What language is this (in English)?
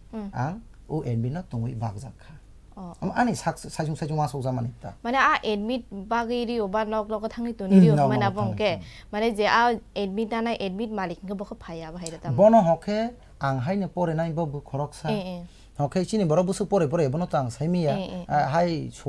Kok Borok